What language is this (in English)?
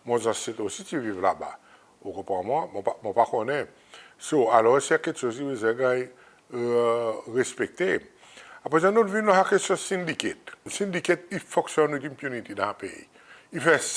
Seselwa Creole French